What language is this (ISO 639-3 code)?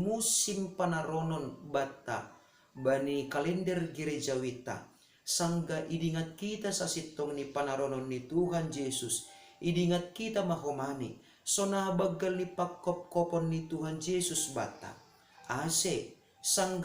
bts